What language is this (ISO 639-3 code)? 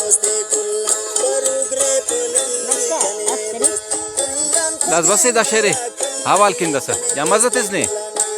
brh